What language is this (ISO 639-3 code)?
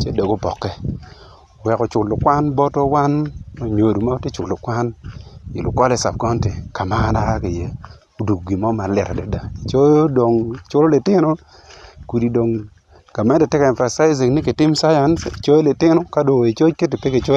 ach